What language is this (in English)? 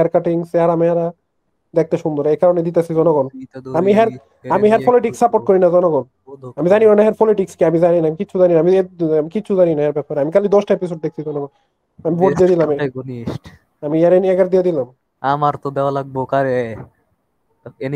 Bangla